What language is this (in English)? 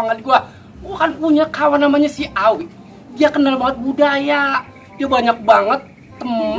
Betawi